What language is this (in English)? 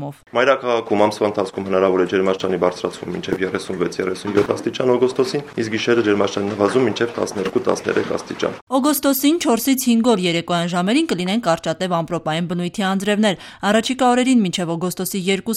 Armenian